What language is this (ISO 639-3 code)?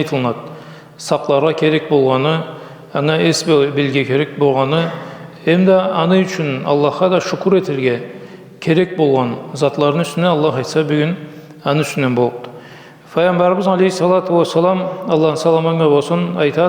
krc